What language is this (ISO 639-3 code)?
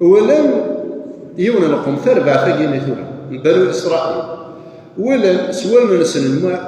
kab